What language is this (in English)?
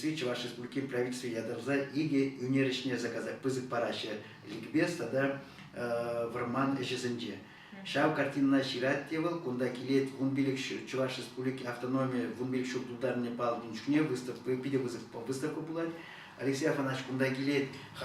Chuvash